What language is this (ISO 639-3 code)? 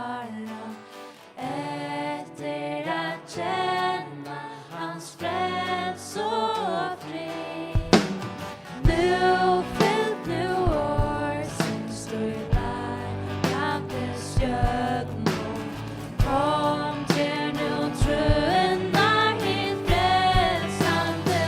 fao